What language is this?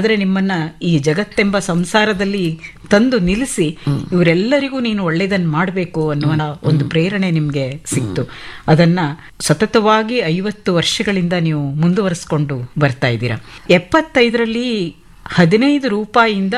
Kannada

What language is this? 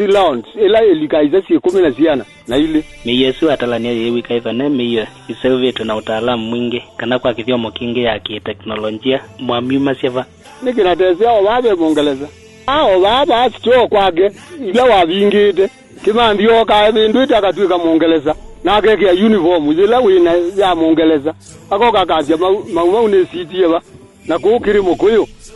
Kamba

